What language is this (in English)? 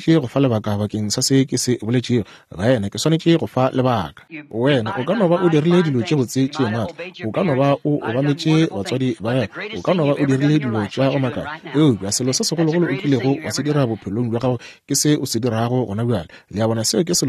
Northern Sotho